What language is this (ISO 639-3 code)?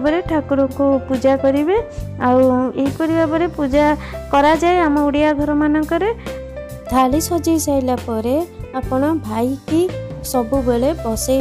ori